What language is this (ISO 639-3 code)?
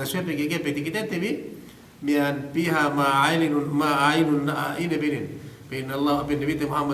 yka